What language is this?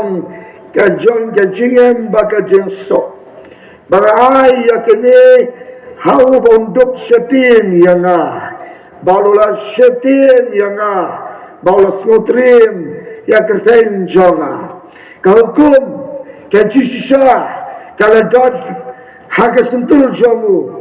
Khasi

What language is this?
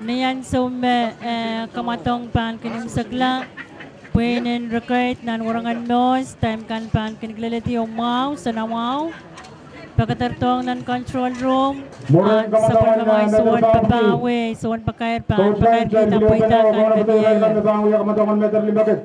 Pohnpeian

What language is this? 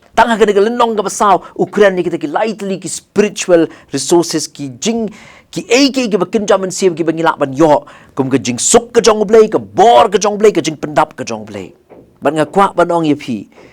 Khasi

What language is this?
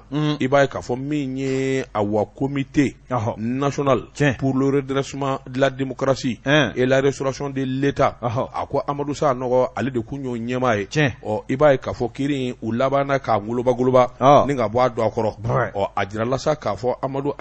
Bambara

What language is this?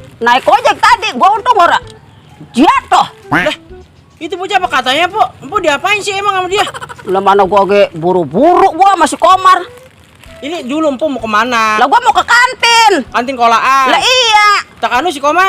Betawi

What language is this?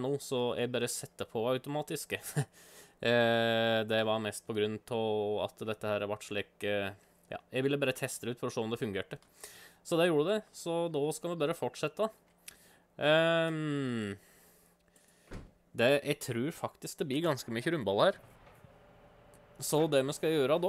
Norwegian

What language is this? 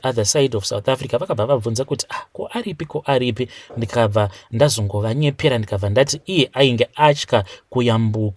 Shona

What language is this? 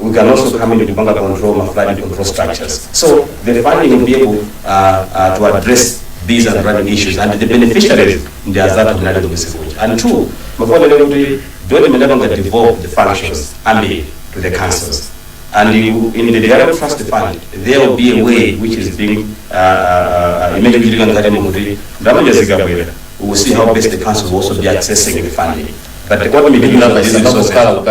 Nyanja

